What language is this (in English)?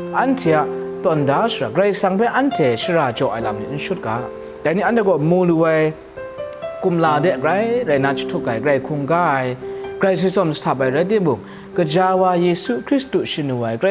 Kachin